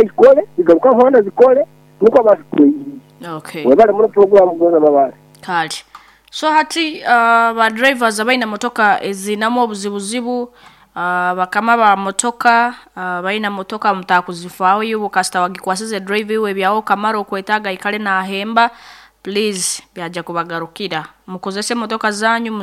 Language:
Nyoro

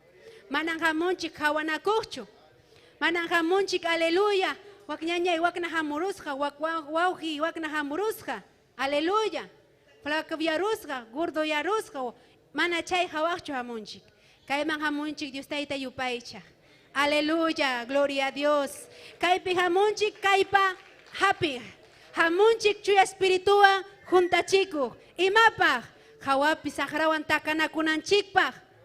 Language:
Ayacucho Quechua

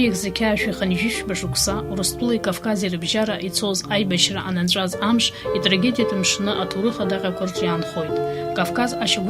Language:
Abkhazian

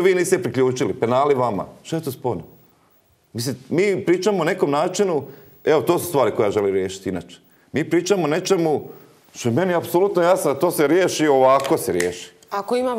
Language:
Croatian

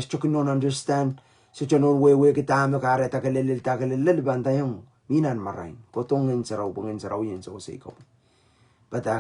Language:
Pohnpeian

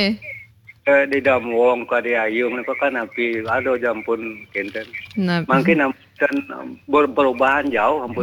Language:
Balinese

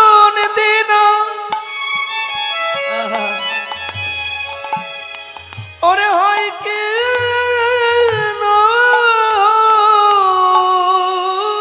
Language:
Bangla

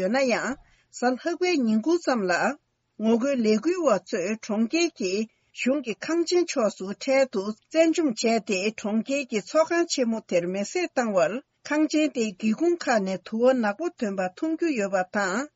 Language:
Tibetan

